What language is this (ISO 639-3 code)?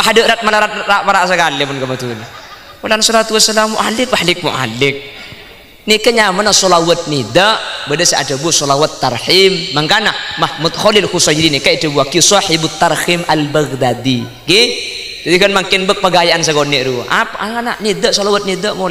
mad